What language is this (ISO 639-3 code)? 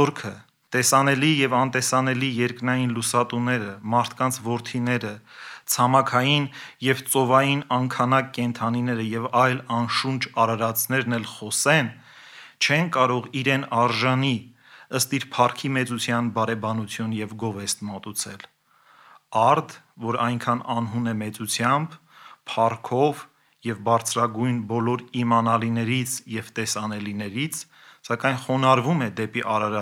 hye